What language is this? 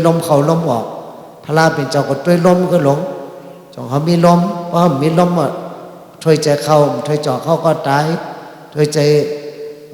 Shan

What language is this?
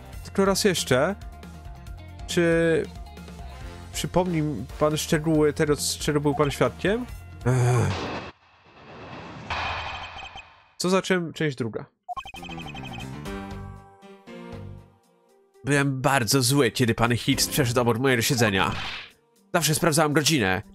Polish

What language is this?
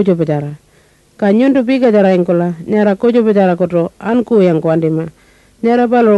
Pitjantjatjara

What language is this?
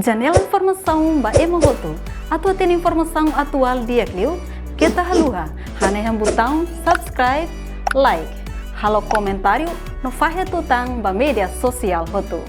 Tetum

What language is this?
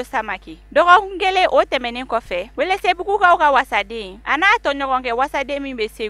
Bambara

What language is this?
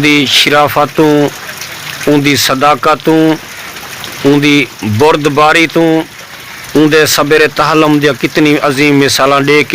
Saraiki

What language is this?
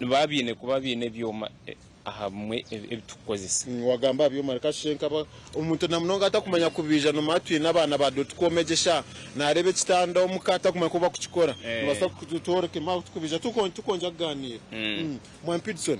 Nyankole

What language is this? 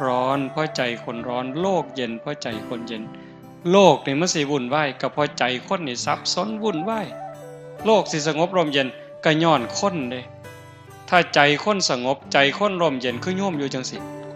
Northeastern Thai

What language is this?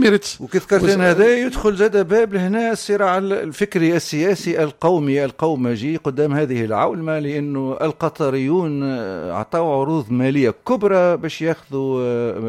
Tunisian Arabic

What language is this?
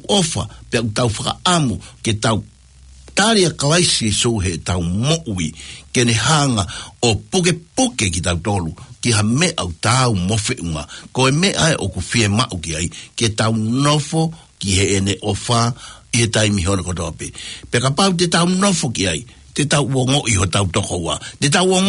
Tongan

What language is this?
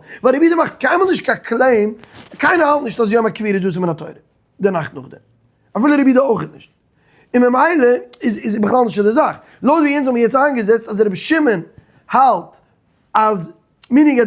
Yiddish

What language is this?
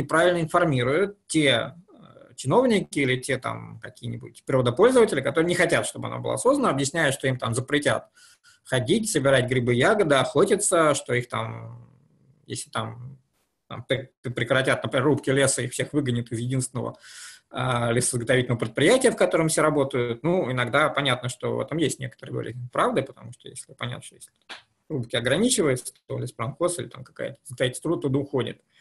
Russian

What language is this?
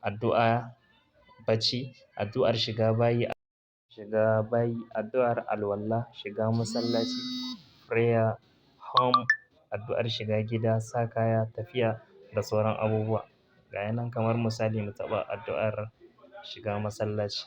Hausa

